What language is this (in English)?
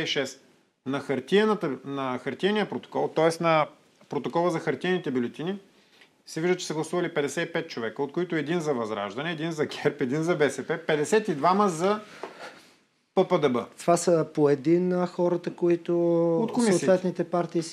Bulgarian